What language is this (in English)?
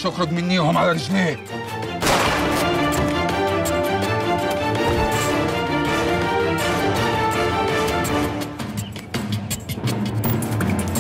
Egyptian Arabic